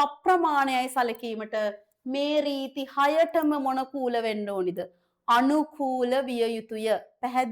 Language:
Sinhala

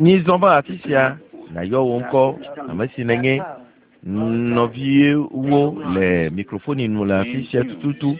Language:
Ewe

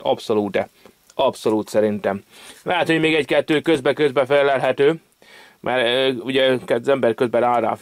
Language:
Hungarian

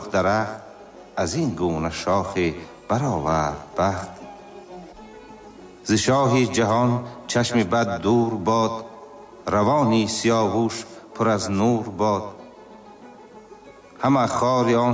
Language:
Tajik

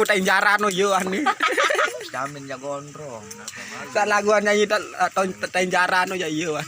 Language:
Sasak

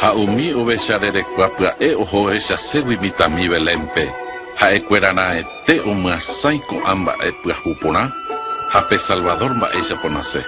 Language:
Guarani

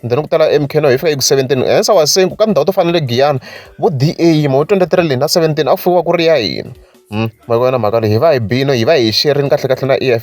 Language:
Tsonga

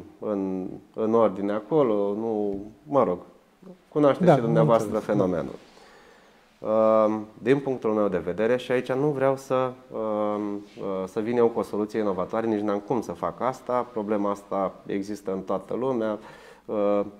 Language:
Romanian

